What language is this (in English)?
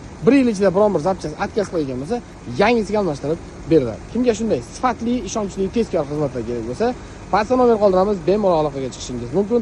Uzbek